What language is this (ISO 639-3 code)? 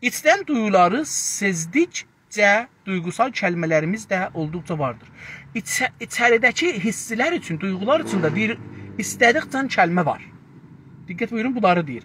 azb